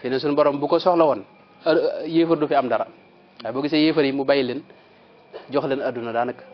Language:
Wolof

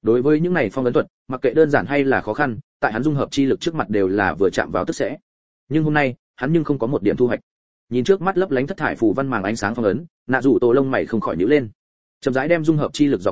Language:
Vietnamese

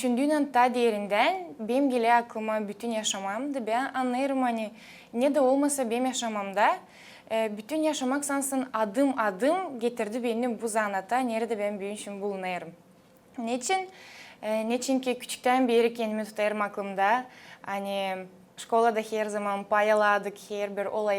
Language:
Gagauz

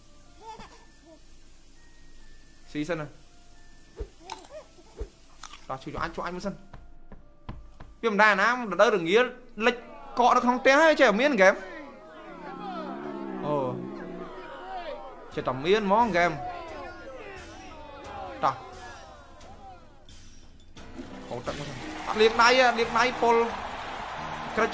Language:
Vietnamese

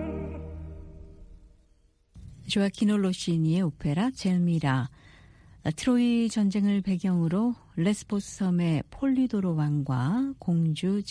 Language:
Korean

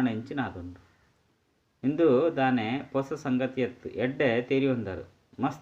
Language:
Tulu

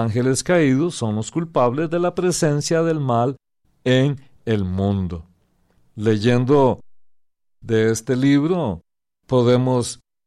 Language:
Spanish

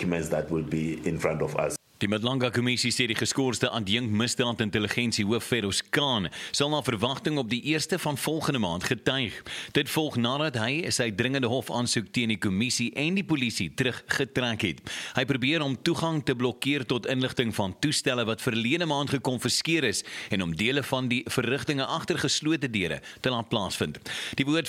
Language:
Afrikaans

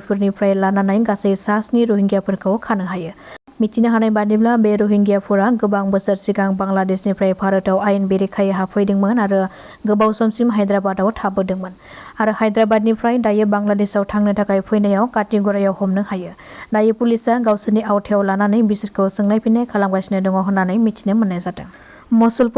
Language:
Bodo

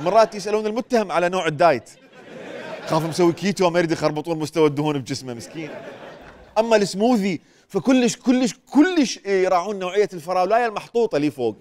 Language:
Mesopotamian Arabic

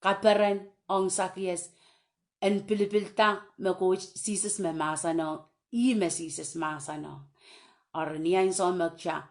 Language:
Pohnpeian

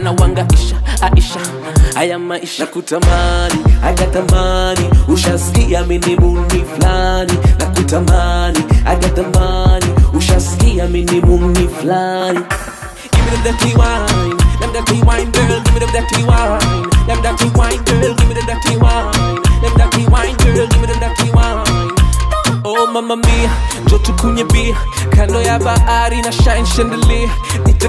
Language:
Swahili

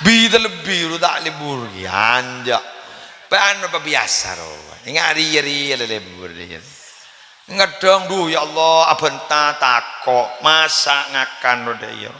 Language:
Madurese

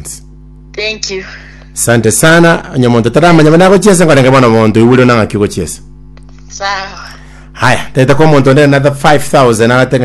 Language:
Gusii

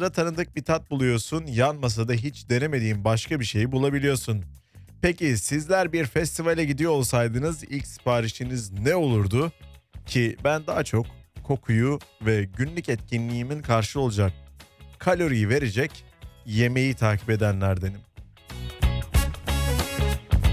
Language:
Turkish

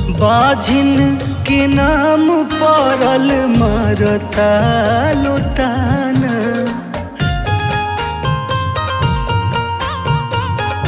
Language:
Bhojpuri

